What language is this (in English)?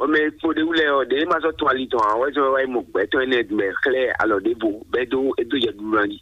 Fon